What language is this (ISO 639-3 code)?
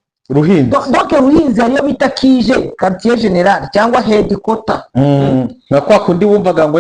kin